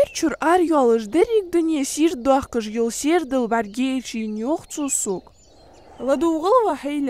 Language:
Ingush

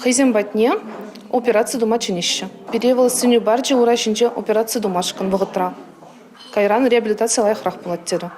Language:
Chuvash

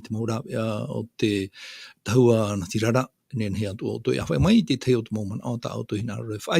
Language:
Tahitian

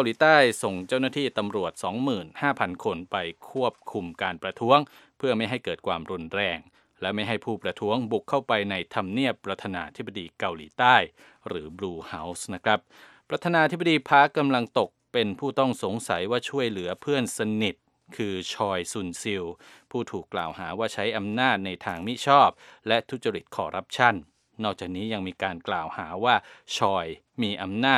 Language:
Thai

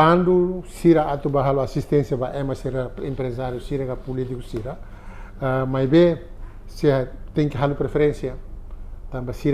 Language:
Tetum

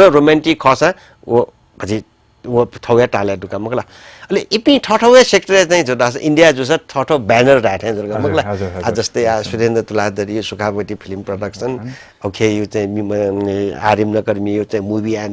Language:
Newari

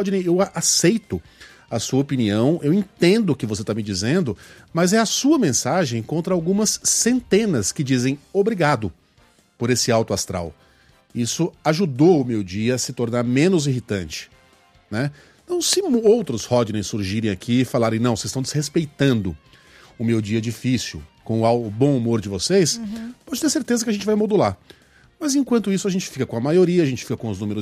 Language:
Portuguese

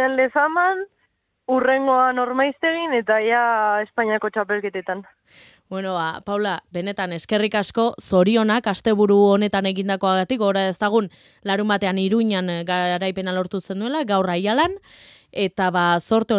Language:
Basque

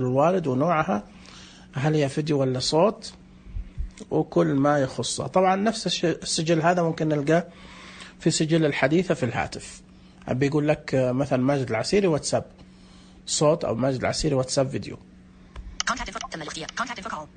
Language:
Najdi Arabic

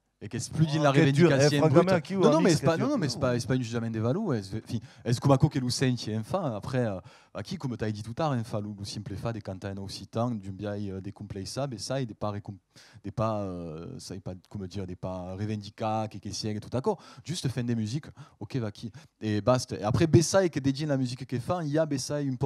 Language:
Occitan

